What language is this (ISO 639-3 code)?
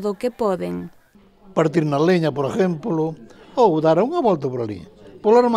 glg